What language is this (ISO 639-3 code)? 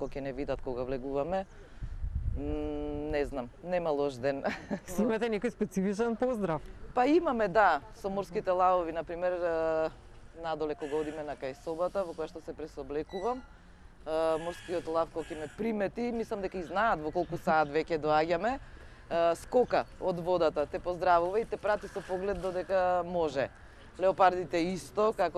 mkd